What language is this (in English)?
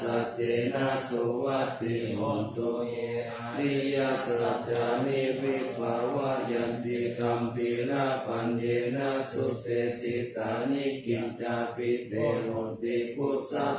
Pali